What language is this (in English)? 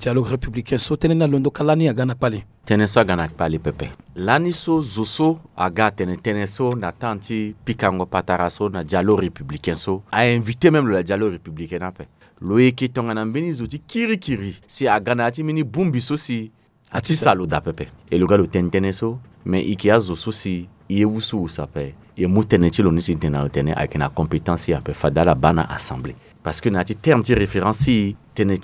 Sango